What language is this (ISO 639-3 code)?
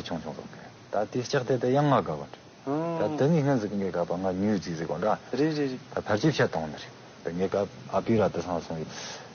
bod